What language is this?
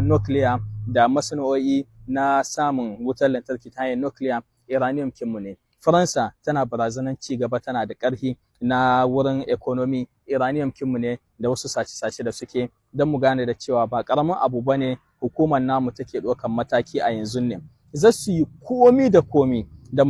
Hausa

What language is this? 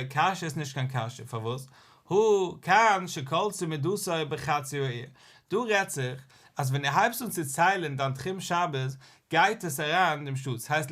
Yiddish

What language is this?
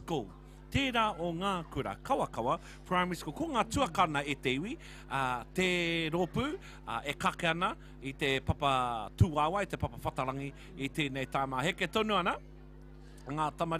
Māori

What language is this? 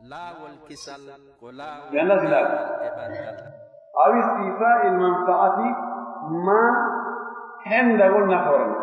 Pular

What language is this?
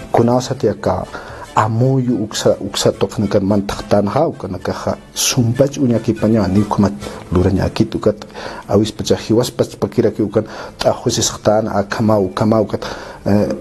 Aymara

